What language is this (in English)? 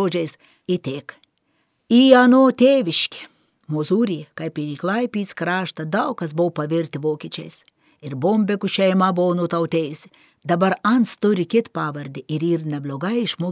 Lithuanian